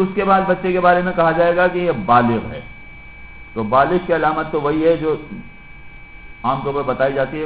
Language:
Urdu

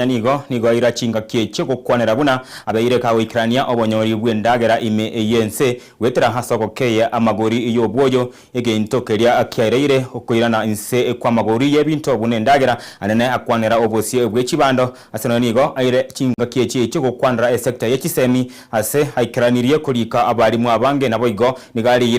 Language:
Gusii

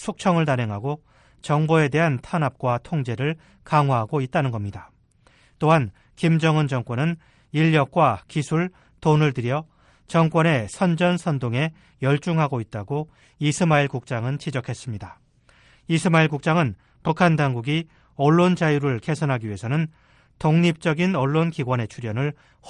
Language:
Korean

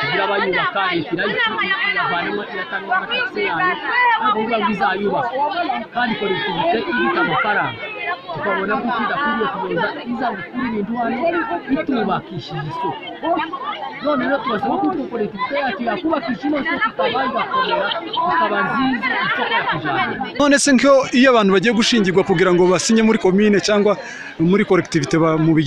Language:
Kinyarwanda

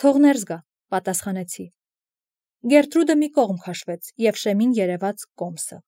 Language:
Armenian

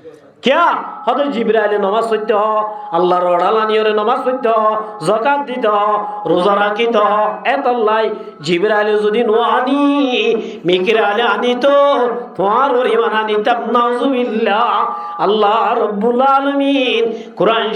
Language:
Rohingya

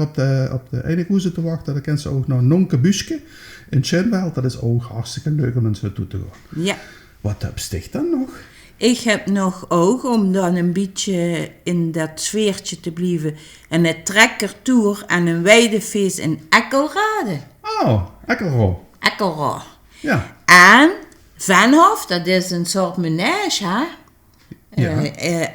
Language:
Limburgish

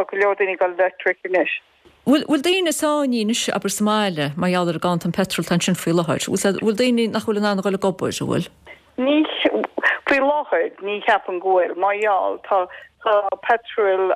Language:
Irish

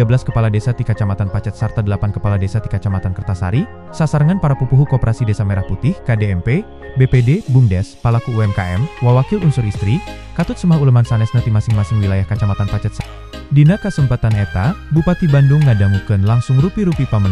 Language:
Sundanese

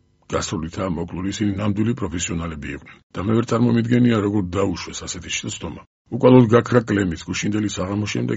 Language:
Georgian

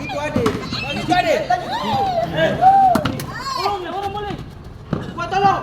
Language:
Ambonese Malay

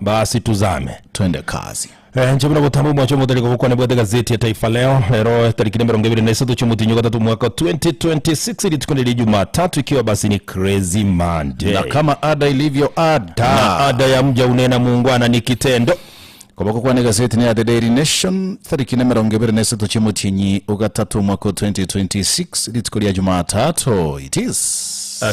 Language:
Gusii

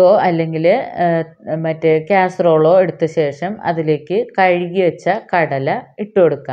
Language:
Malayalam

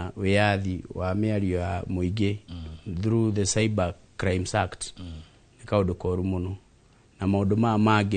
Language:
Kikuyu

